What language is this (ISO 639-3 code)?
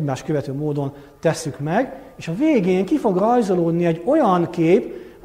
hun